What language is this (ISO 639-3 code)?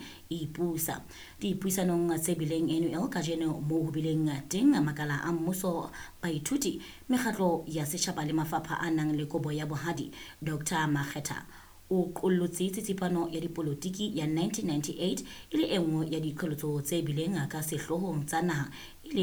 sot